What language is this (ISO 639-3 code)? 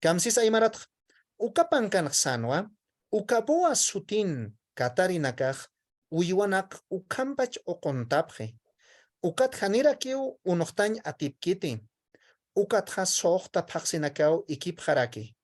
aym